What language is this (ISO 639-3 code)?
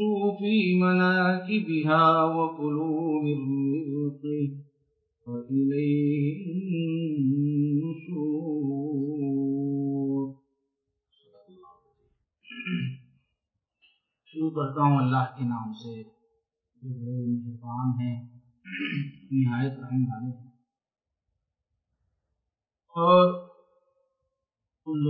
urd